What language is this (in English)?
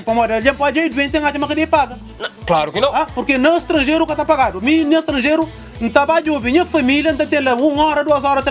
Kabuverdianu